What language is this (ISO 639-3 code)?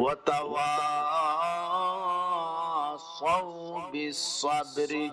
syl